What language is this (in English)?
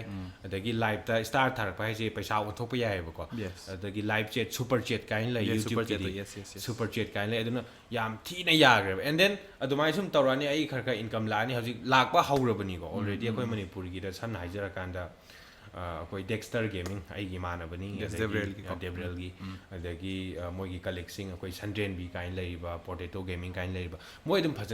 Manipuri